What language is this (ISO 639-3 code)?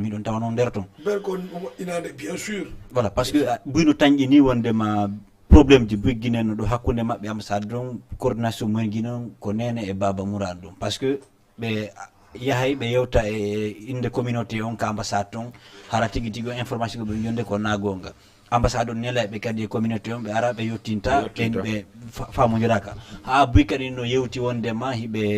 ful